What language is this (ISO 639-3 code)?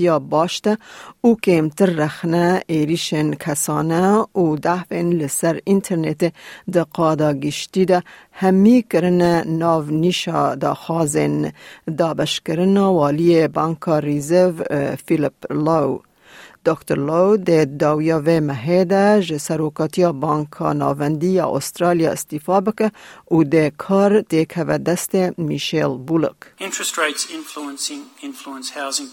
kur